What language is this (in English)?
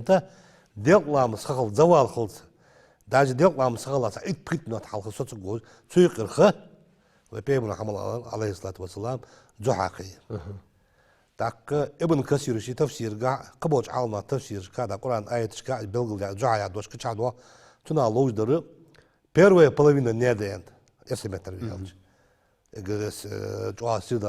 Ingush